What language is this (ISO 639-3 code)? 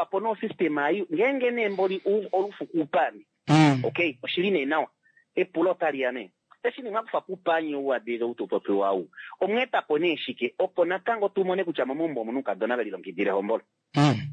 kua